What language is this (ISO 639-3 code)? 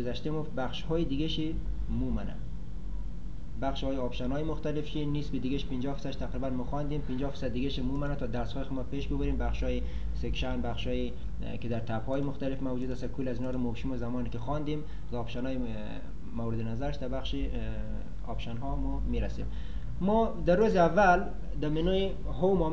fas